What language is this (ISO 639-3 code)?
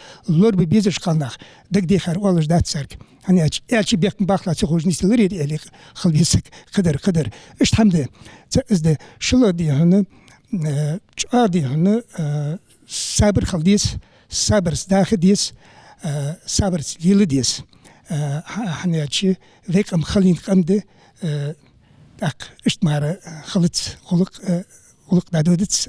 inh